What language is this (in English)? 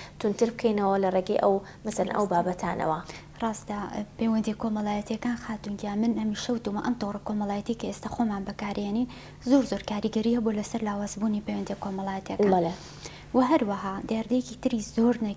Central Kurdish